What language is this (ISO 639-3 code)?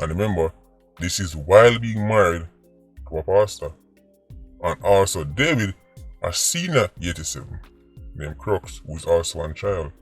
jam